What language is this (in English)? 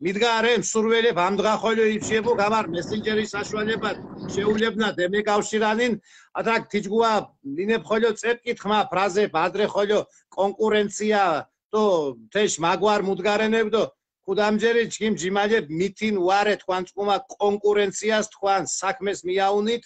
Mingrelian